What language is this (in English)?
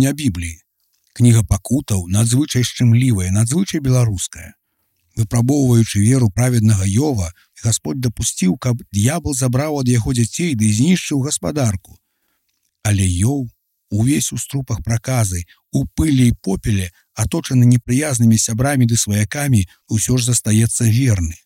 Belarusian